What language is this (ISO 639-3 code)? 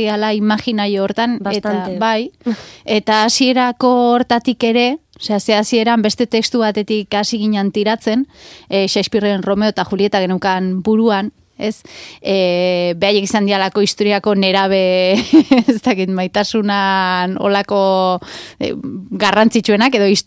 eus